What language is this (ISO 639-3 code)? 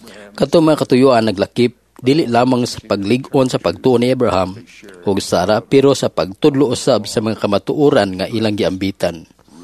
ceb